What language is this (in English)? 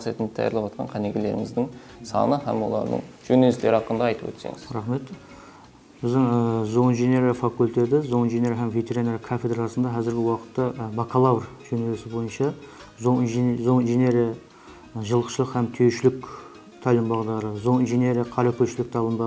Kara-Kalpak